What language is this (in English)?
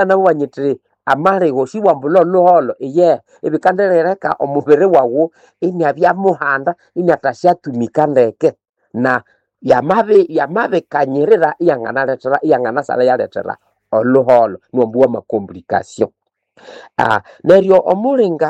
Nande